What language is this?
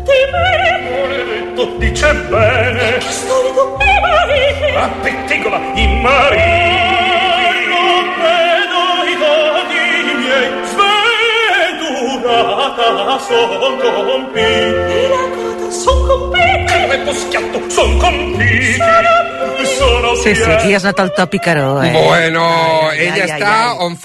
Catalan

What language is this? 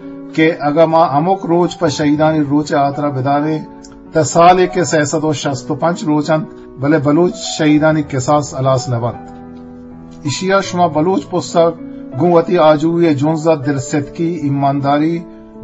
Eastern Balochi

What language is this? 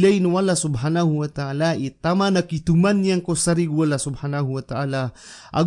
Maranao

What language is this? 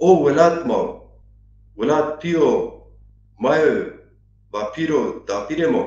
Zaza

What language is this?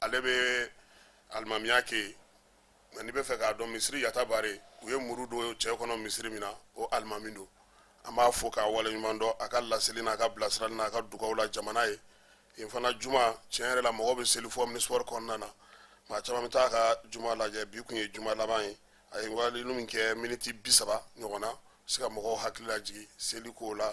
Bambara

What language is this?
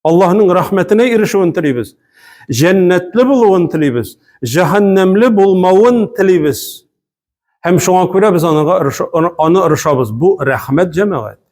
Tatar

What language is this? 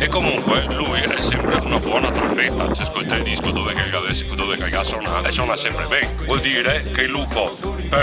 Venetian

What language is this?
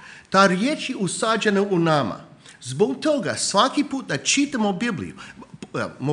Croatian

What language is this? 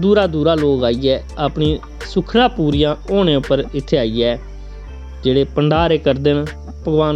Dogri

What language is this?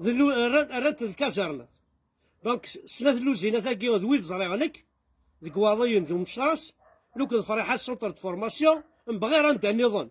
Kabyle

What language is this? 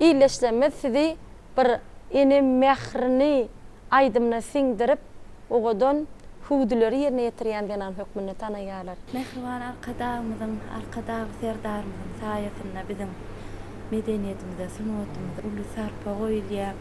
Turkmen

